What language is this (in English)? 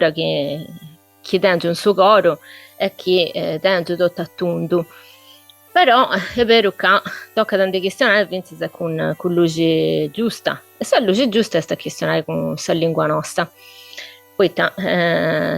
Sardinian